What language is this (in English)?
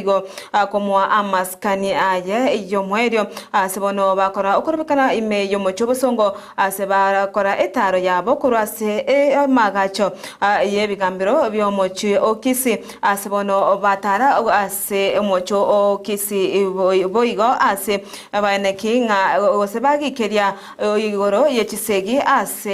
Gusii